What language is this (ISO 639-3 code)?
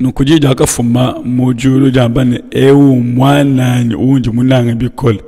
lua